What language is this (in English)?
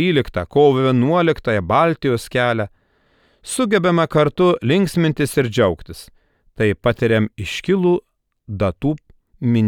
Lithuanian